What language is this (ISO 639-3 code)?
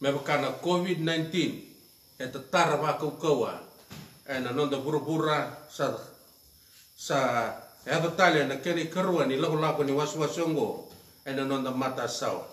fij